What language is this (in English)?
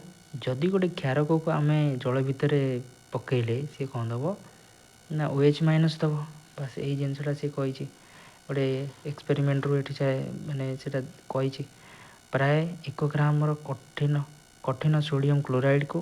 Odia